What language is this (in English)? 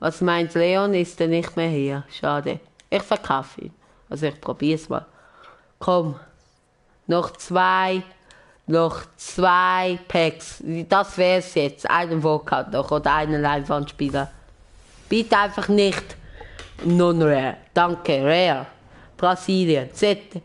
Swiss German